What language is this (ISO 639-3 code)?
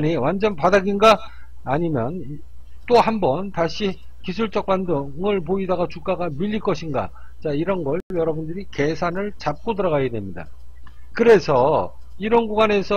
kor